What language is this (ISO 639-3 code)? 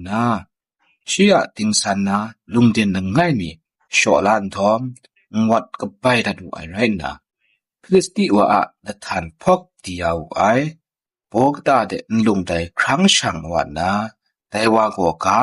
kac